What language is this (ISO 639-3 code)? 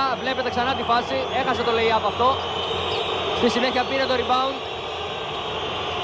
ell